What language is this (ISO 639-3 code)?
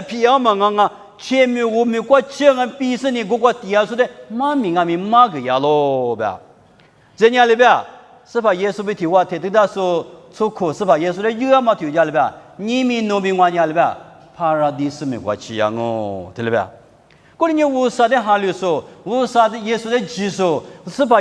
lis